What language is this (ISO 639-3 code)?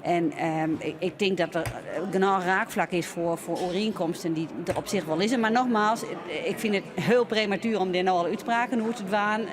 fry